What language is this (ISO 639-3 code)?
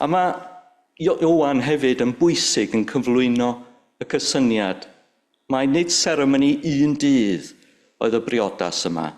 cym